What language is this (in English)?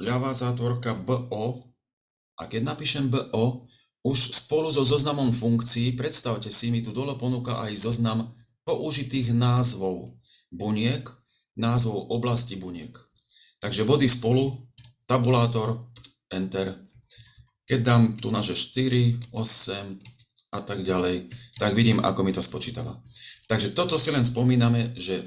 Slovak